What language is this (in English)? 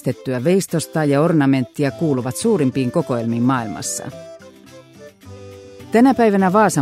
Finnish